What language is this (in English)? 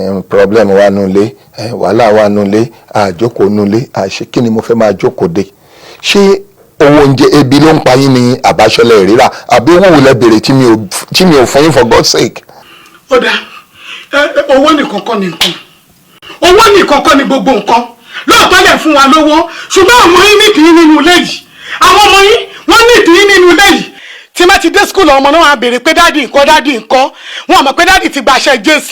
Yoruba